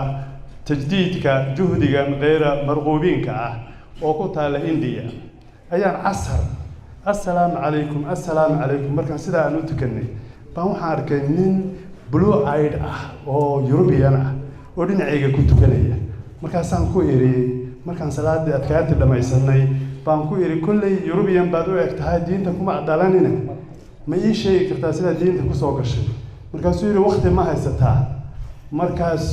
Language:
Somali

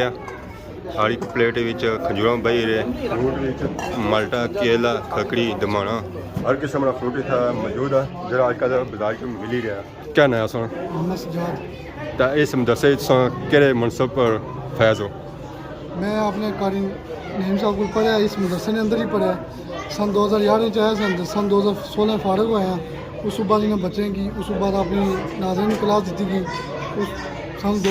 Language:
Pahari-Potwari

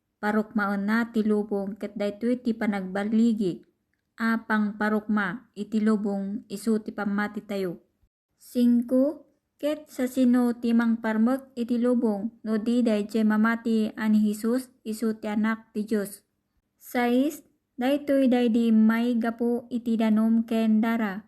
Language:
Iloko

